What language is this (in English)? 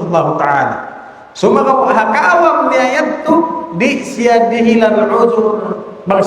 Tausug